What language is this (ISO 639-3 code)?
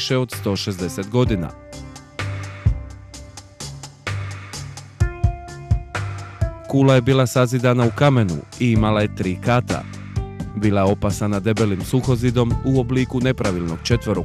hrv